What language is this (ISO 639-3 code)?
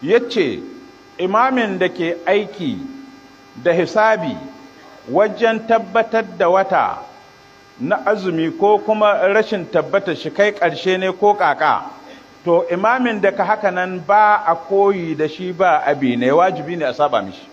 hau